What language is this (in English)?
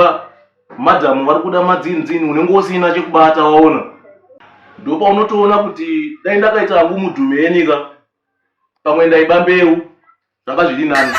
Shona